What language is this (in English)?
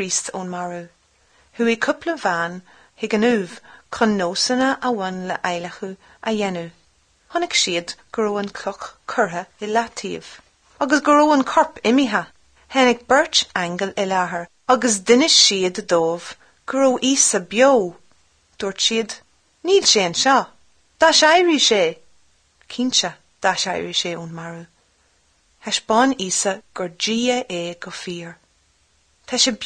Irish